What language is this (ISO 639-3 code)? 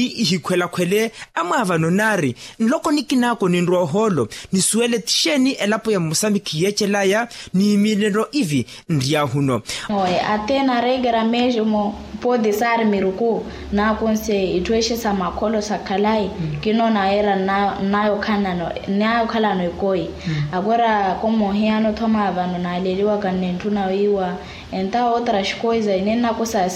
vmw